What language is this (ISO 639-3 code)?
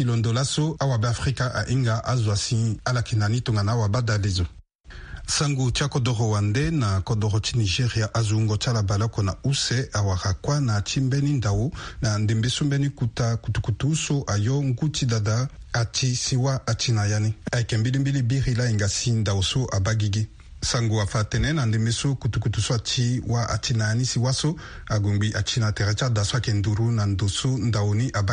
sag